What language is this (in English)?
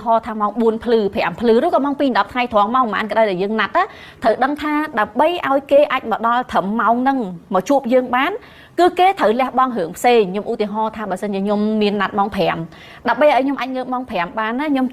Khmer